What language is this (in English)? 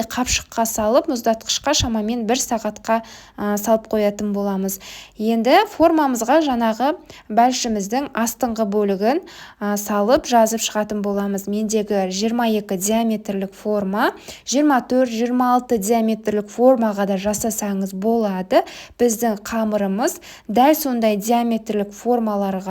Kazakh